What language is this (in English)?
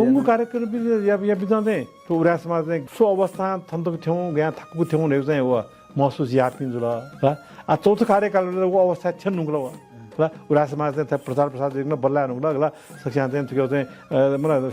Newari